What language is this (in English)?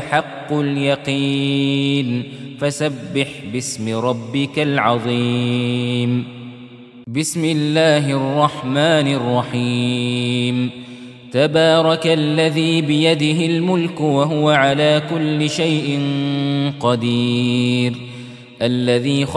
Arabic